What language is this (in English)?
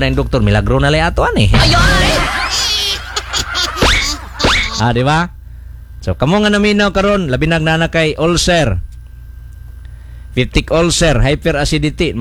Cebuano